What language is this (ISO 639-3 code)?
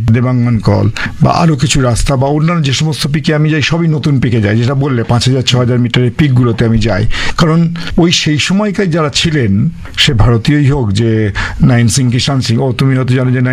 ben